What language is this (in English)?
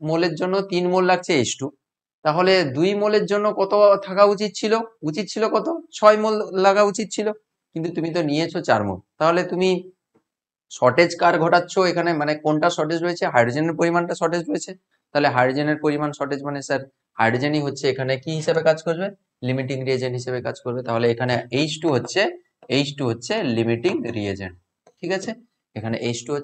Bangla